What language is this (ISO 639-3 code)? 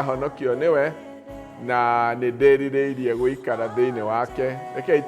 kik